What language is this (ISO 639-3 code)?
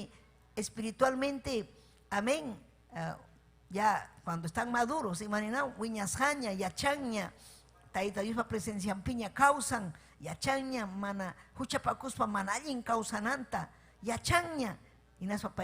quy